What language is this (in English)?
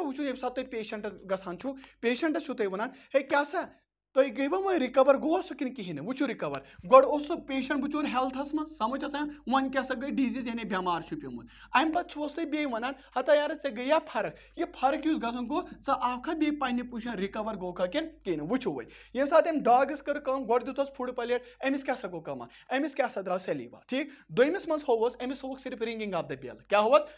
Kashmiri